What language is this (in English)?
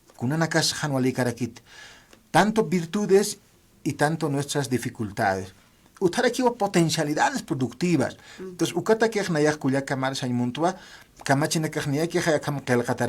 Aymara